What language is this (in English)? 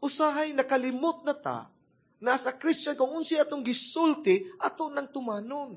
Cebuano